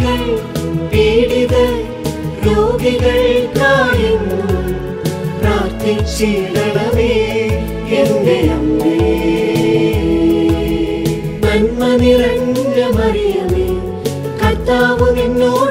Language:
Malayalam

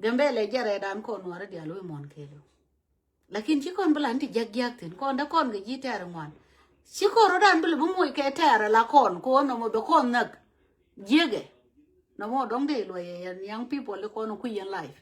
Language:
Nuer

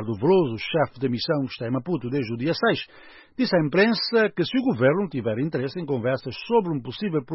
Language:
Portuguese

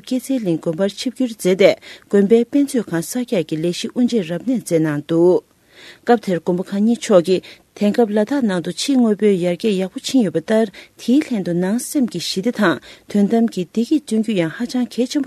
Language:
Tibetan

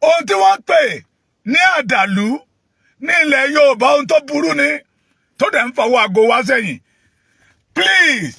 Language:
Yoruba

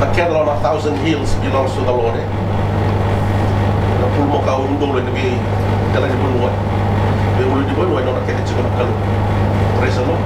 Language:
Fijian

